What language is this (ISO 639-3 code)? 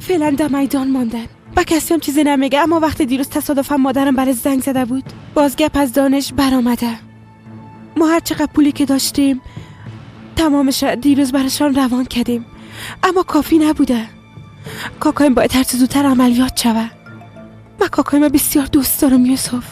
fas